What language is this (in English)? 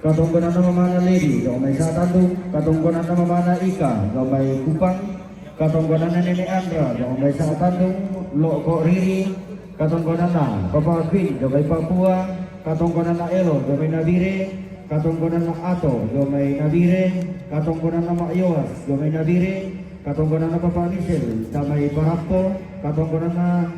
Toraja-Sa'dan